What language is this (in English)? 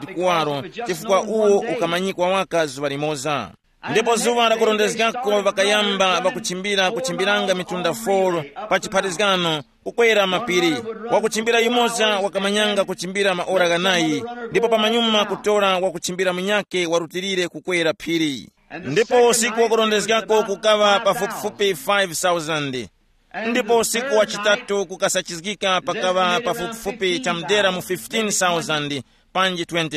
Tumbuka